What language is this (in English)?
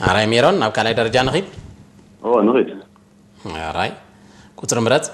Tigrinya